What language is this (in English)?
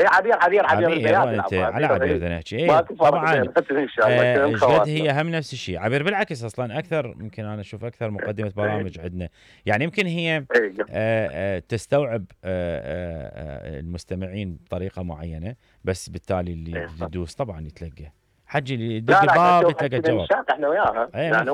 Mesopotamian Arabic